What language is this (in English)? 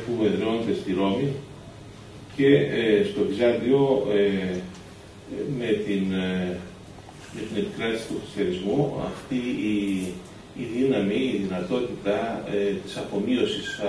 Greek